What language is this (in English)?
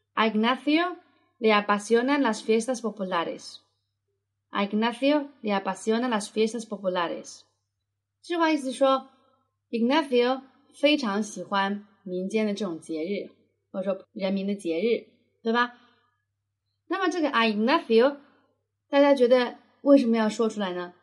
Chinese